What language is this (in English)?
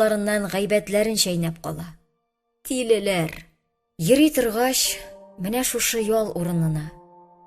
Tatar